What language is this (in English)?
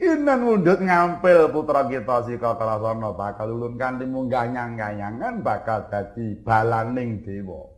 Javanese